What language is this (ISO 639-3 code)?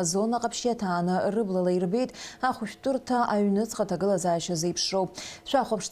abk